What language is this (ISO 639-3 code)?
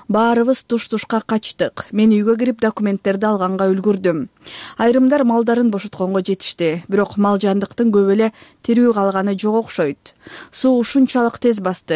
kir